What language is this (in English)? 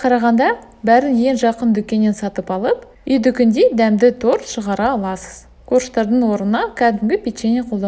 Kazakh